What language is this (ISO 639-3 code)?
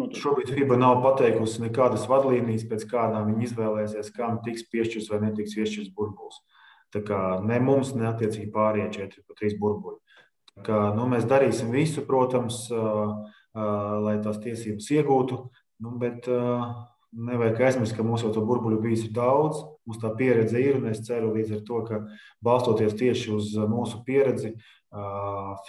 lav